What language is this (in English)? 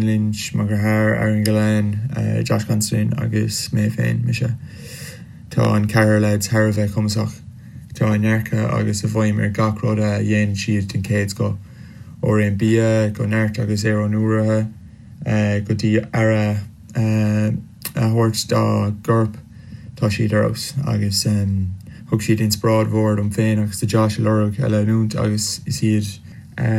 Irish